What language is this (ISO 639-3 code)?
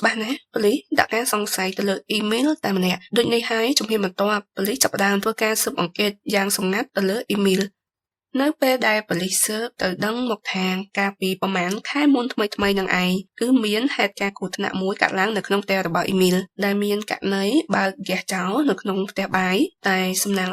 khm